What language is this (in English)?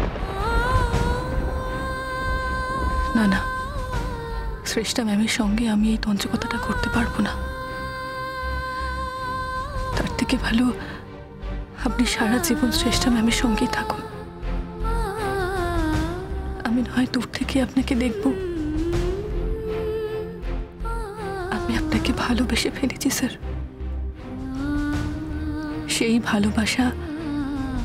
Bangla